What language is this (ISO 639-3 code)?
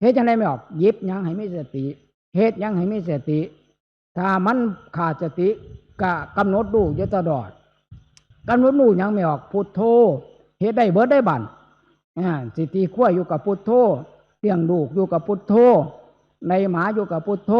tts